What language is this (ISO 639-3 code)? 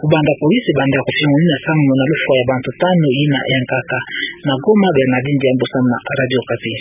ktu